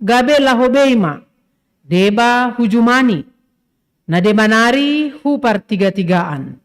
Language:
Batak Simalungun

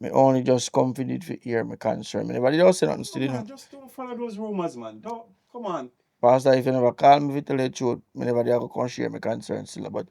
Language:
Jamaican Creole English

